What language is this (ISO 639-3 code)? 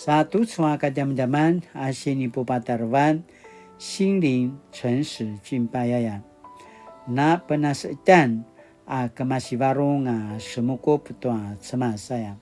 pwn